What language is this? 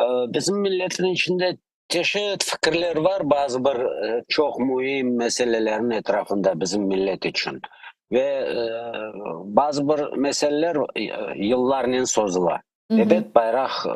Crimean Tatar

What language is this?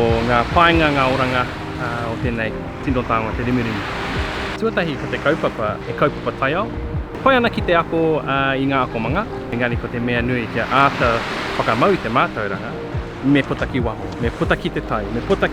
Māori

